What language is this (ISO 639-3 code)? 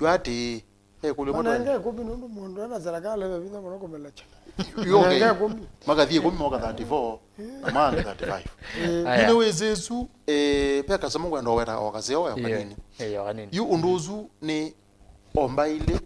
kam